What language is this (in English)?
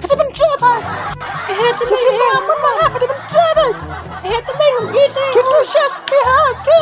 Khasi